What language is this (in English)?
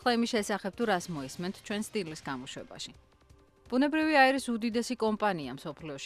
Georgian